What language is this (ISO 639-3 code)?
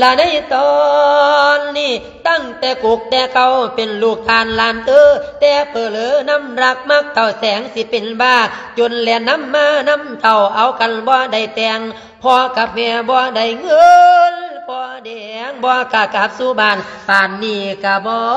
lao